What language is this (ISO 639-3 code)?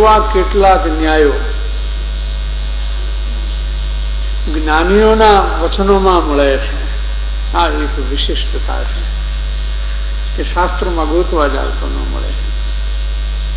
guj